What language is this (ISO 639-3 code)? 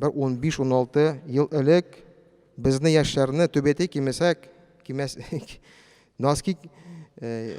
tat